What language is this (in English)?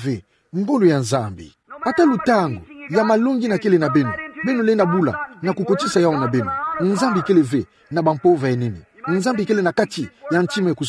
Kituba (Democratic Republic of Congo)